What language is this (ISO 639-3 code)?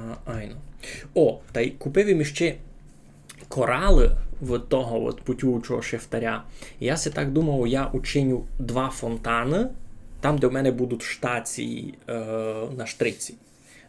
rue